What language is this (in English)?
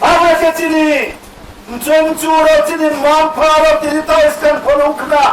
Riang (India)